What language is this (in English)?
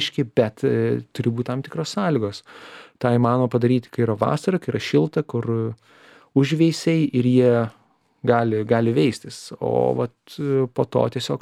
Lithuanian